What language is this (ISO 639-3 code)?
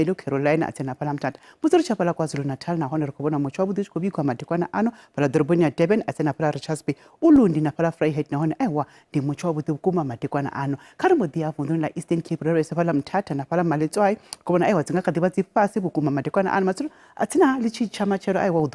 ven